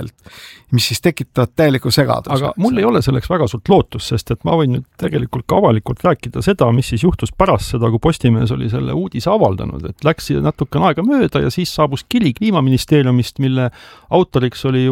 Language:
Estonian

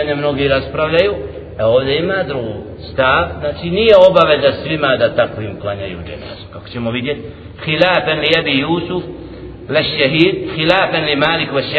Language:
Bosnian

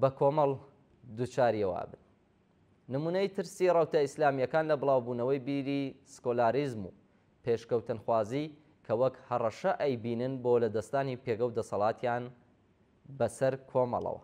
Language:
Central Kurdish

